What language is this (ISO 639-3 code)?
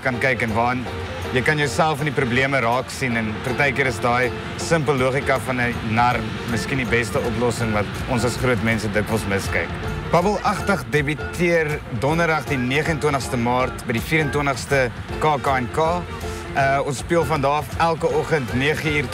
afr